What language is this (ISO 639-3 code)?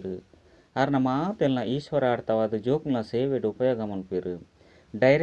tcy